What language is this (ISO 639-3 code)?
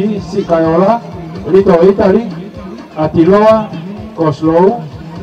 ton